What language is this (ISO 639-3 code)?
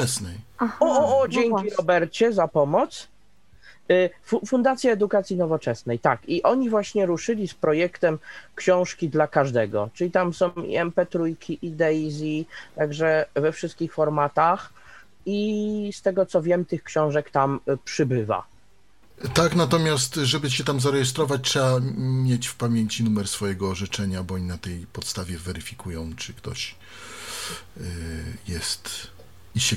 pol